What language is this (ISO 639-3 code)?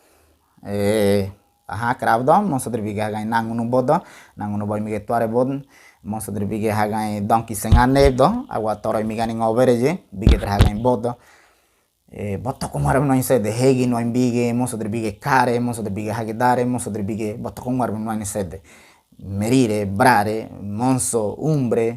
gym